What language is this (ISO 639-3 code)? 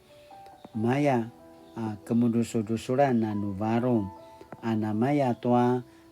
pwn